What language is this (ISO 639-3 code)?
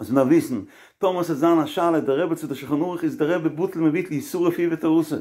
yid